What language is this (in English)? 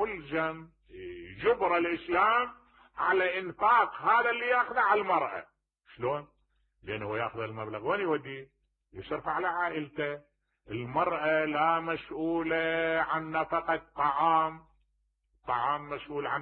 Mesopotamian Arabic